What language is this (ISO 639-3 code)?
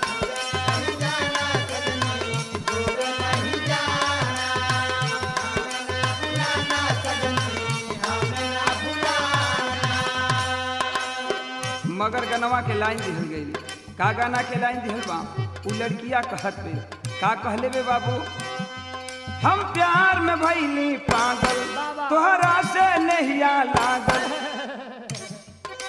bho